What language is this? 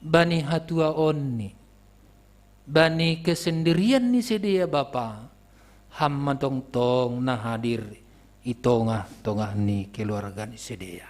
Batak Simalungun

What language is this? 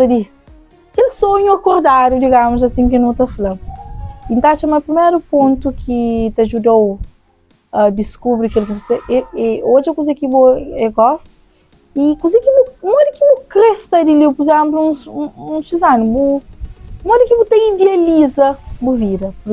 Kabuverdianu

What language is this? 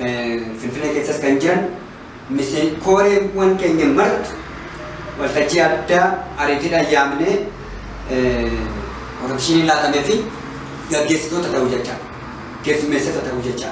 Oromo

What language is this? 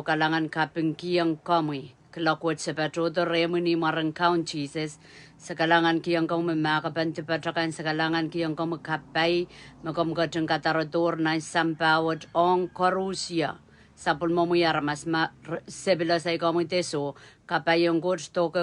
Pohnpeian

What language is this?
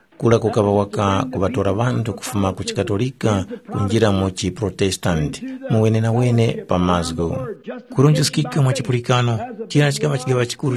Tumbuka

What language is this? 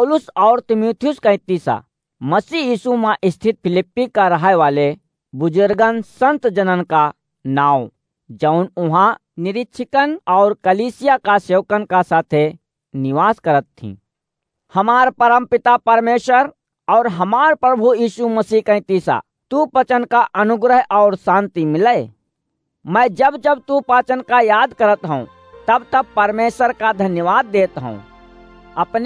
Awadhi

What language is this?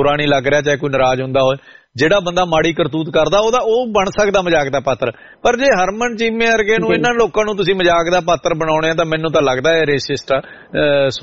Punjabi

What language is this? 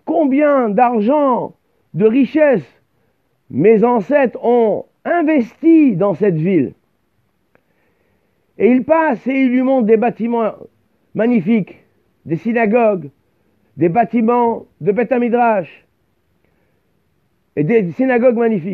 French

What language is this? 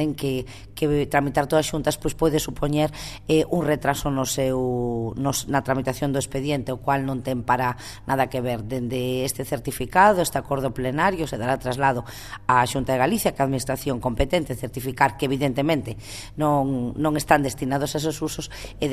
Galician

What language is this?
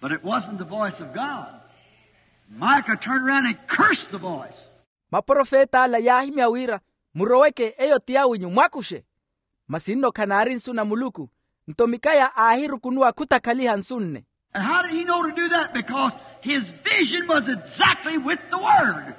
Makhuwa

